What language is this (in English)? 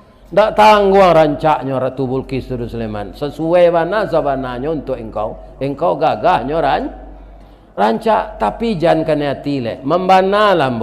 Minangkabau